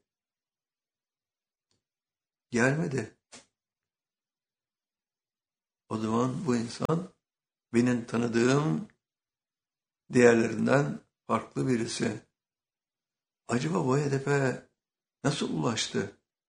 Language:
Turkish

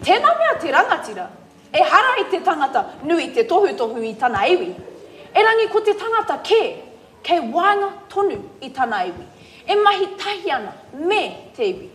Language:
Māori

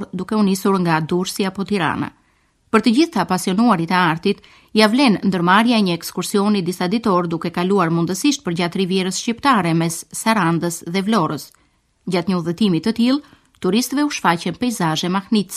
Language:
Albanian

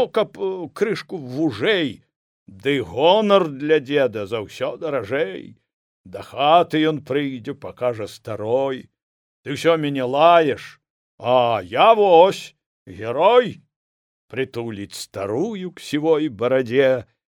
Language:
Belarusian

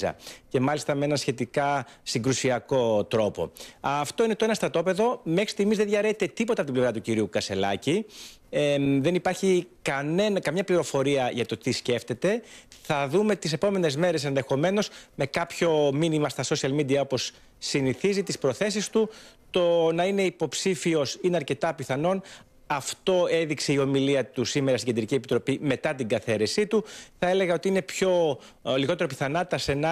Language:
Greek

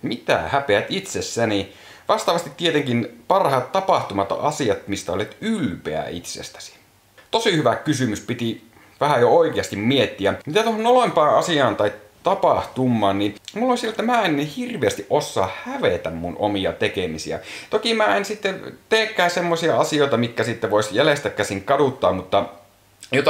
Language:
Finnish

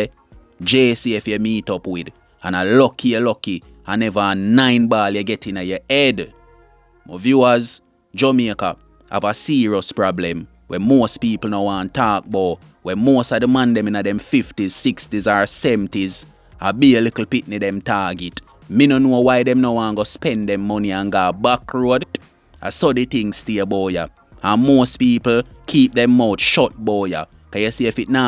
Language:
Jamaican Creole English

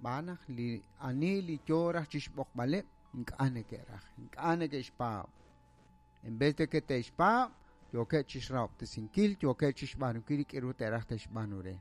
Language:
Kekchí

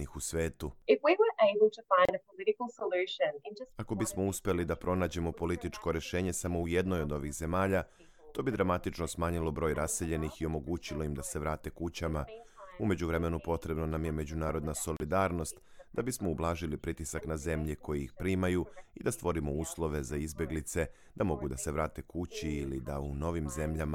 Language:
Serbian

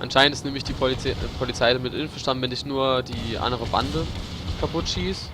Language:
Palatine German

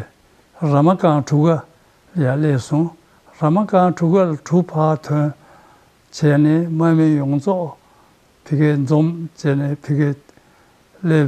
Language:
Tibetan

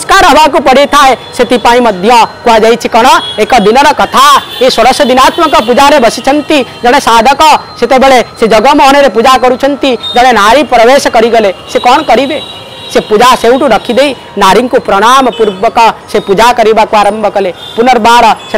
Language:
Odia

